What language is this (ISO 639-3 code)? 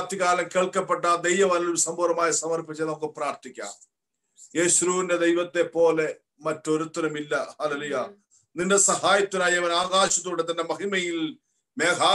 mal